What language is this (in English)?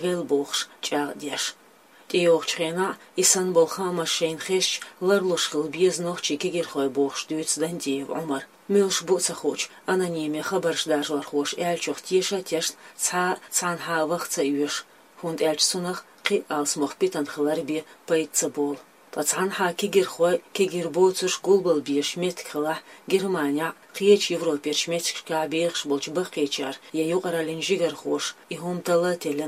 Chechen